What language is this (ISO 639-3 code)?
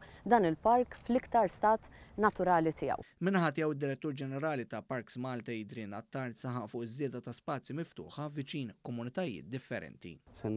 mlt